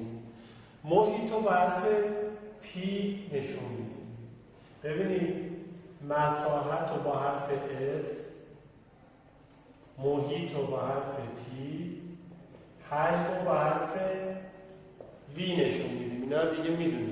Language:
Persian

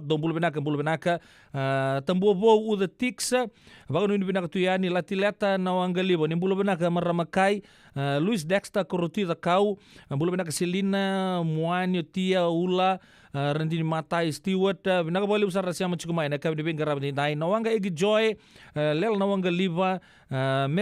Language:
Fijian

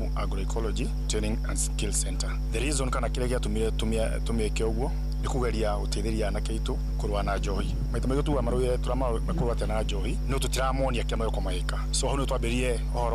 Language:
Kikuyu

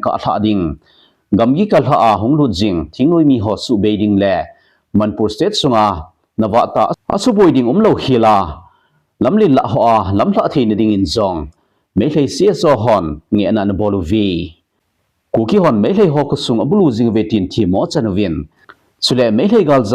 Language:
Thado Chin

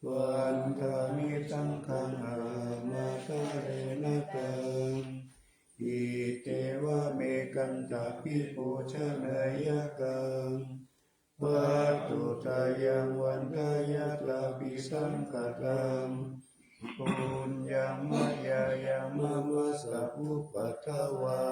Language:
Pali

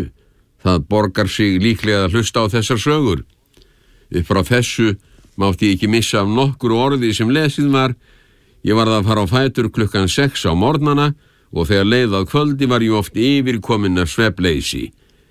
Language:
Icelandic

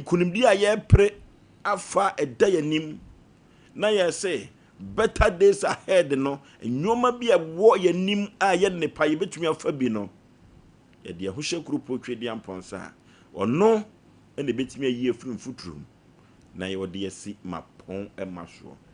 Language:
Akan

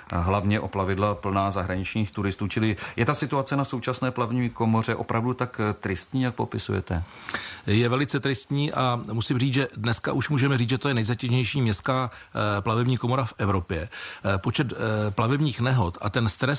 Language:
Czech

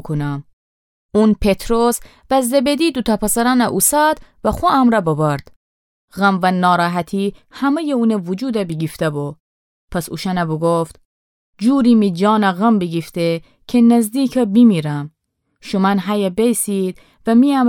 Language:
Gilaki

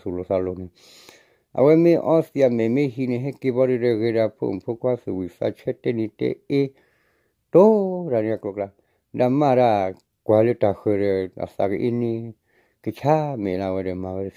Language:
S'gaw Karen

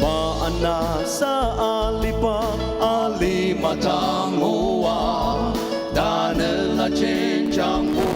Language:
Ao Naga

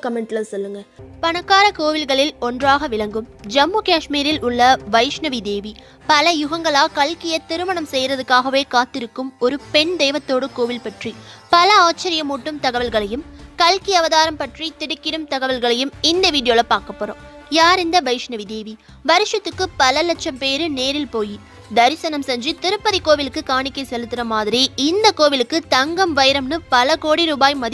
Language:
Tamil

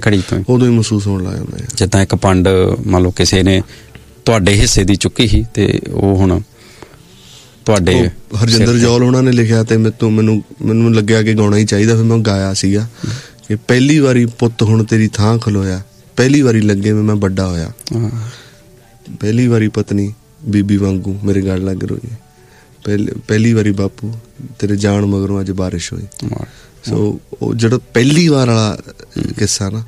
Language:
Punjabi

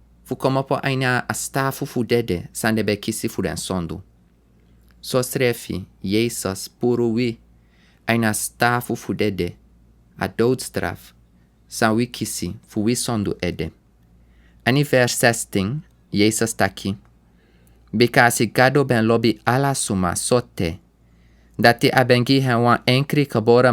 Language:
Sranan Tongo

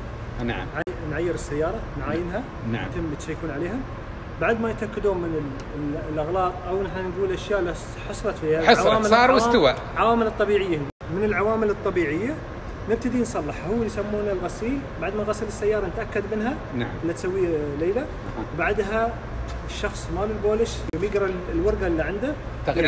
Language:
Gulf Arabic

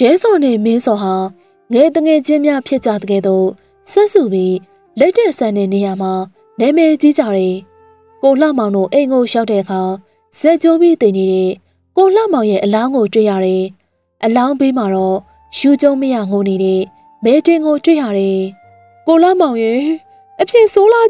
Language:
Burmese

